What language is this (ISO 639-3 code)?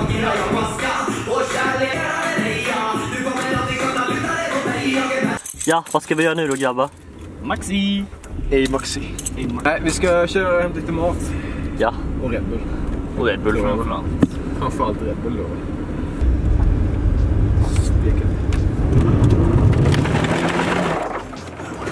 swe